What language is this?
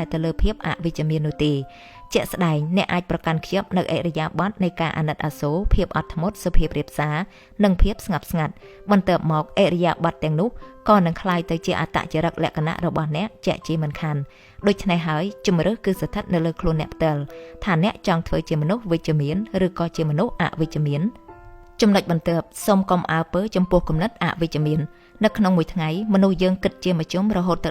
Khmer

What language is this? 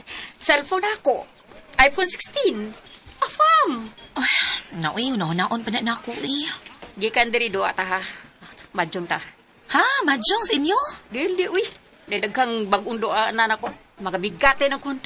Cebuano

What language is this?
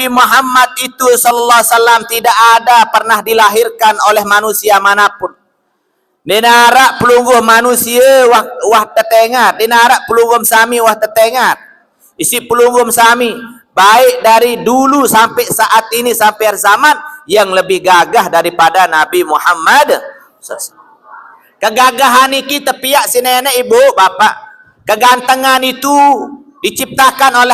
Sasak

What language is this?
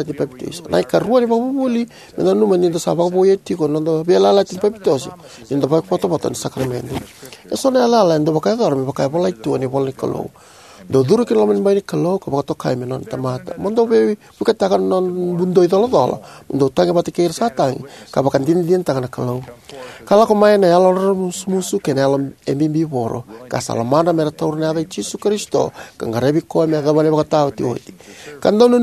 Fijian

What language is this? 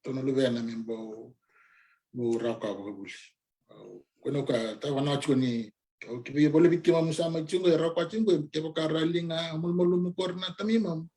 Fijian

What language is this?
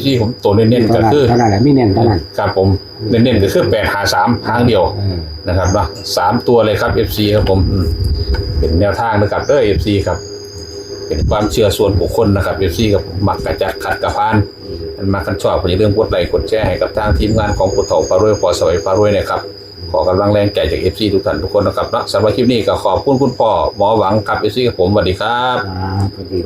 Northeastern Thai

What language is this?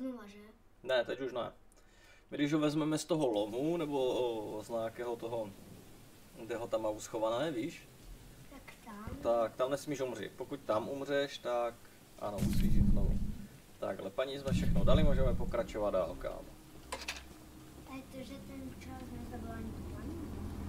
Czech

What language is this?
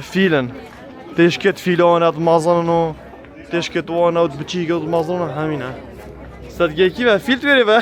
Kurdish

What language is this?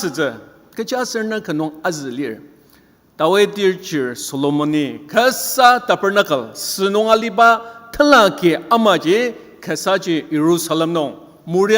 Ao Naga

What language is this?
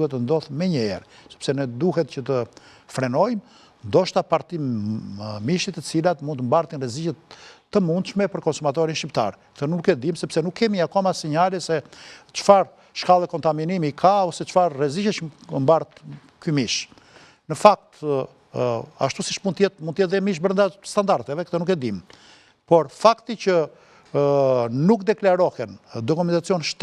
Albanian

